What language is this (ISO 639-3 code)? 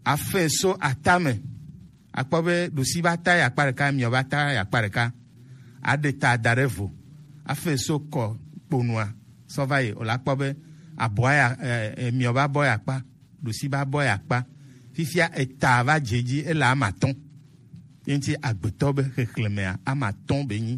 gej